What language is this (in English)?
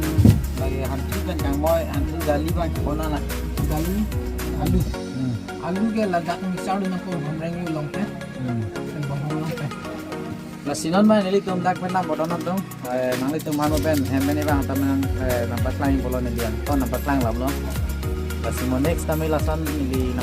Karbi